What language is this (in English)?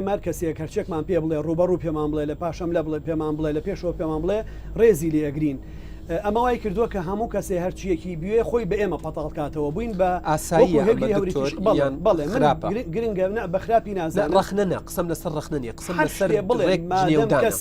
Central Kurdish